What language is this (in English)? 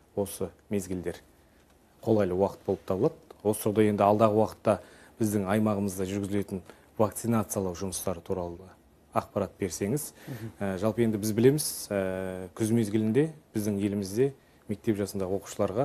Kazakh